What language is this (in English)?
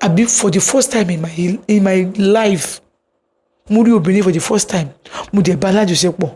Yoruba